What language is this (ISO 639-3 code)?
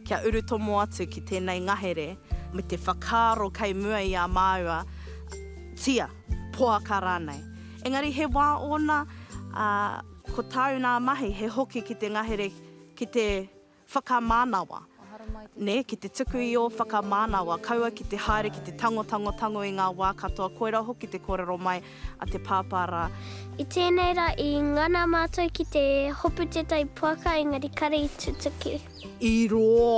mri